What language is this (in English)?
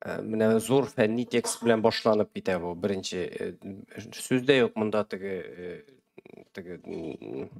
Tatar